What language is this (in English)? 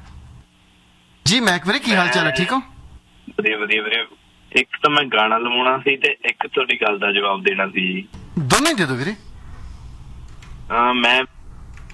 Punjabi